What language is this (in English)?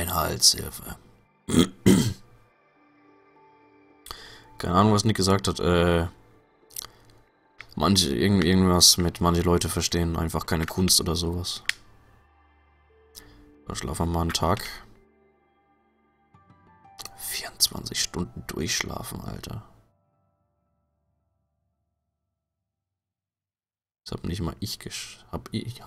German